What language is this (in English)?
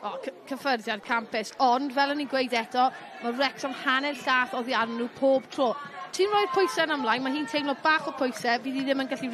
Welsh